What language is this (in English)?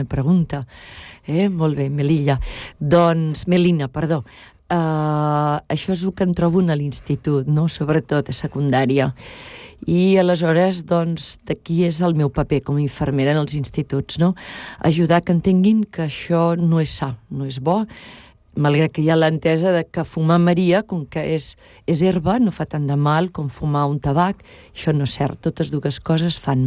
Catalan